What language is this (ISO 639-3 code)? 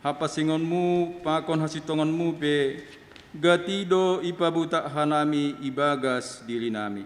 bts